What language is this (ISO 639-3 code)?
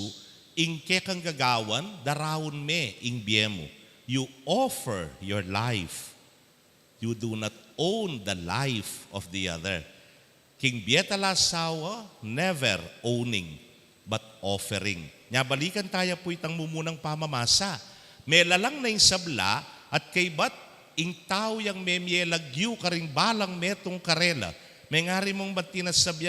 pam